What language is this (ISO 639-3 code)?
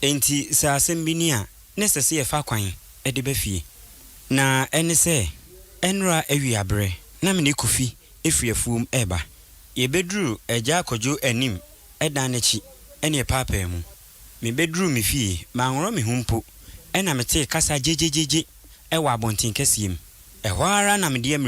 aka